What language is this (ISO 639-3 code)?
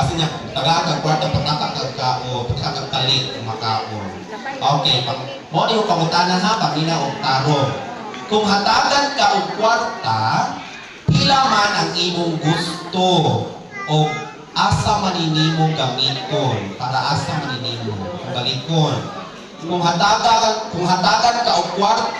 ceb